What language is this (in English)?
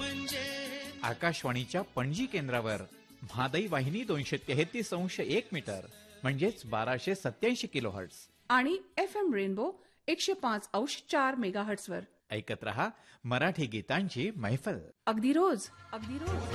Marathi